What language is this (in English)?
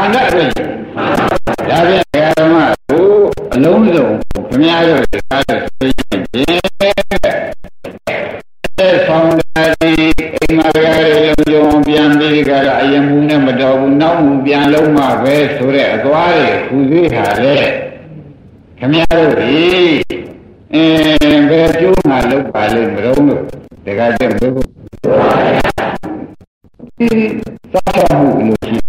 Burmese